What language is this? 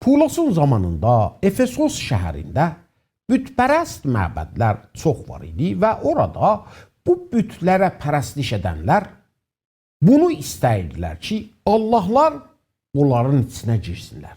South Azerbaijani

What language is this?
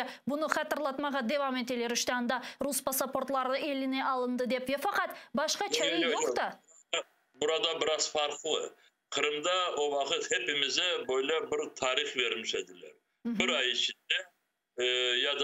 Crimean Tatar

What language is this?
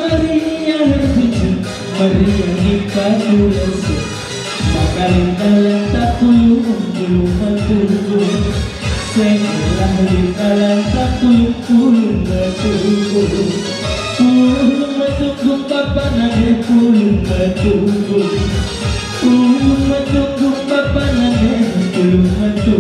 Batak Karo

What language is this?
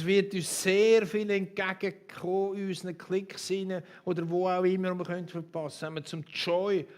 Swiss German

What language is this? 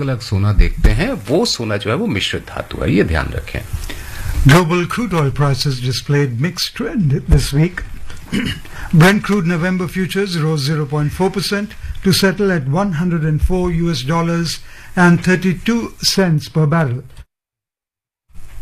Hindi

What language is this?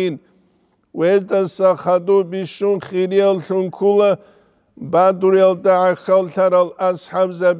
Avaric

